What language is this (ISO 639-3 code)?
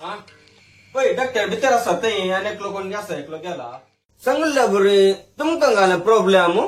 kok